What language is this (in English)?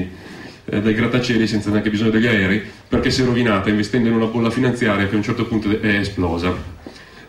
Italian